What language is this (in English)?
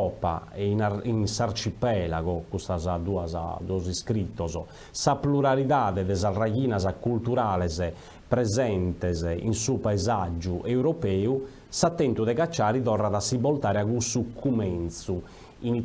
Sardinian